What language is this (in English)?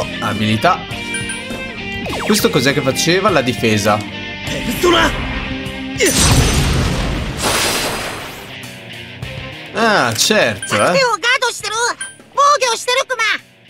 Italian